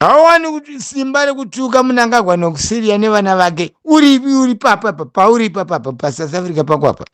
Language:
Shona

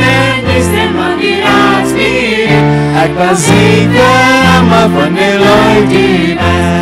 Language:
Plautdietsch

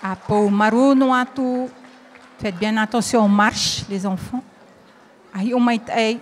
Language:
Tahitian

